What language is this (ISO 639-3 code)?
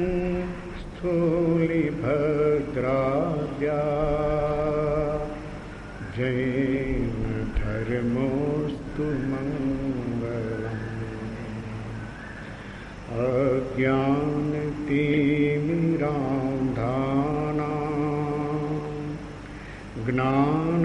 guj